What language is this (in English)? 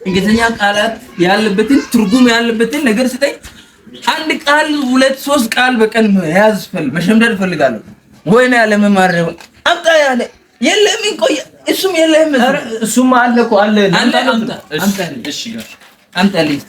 Amharic